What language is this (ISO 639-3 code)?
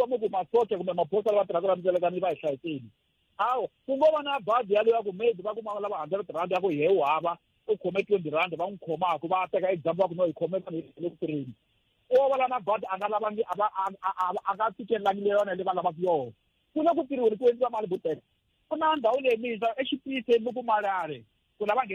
tso